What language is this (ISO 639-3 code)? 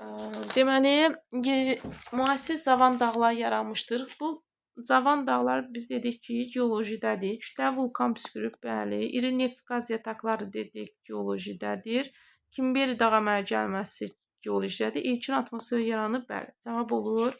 aze